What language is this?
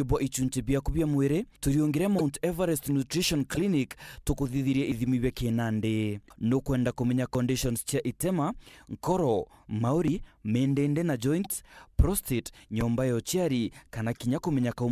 Meru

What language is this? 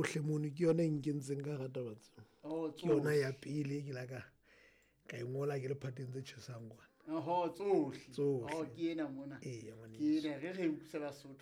Southern Sotho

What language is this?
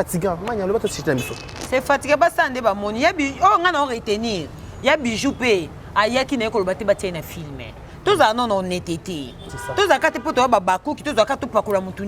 Lingala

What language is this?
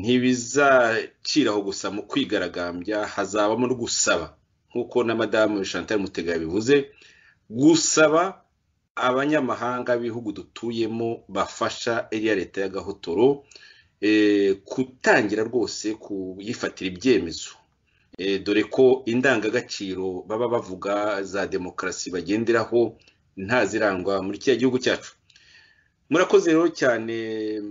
Kinyarwanda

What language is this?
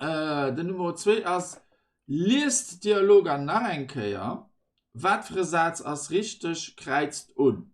Luxembourgish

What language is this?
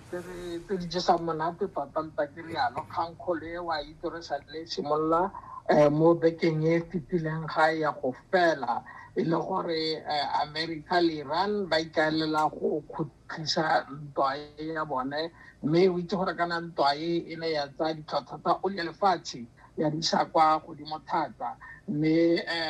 Tswana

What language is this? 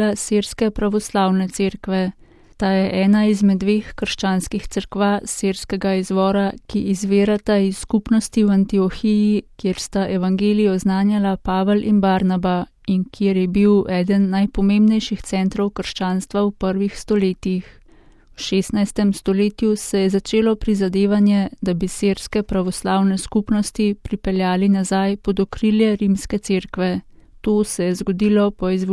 Slovenian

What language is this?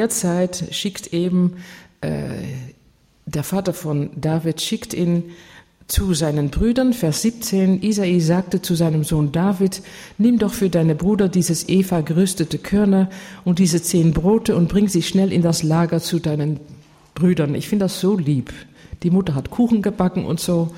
German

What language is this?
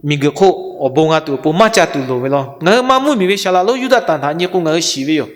Lahu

